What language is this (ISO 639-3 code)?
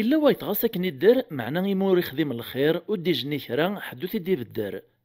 kab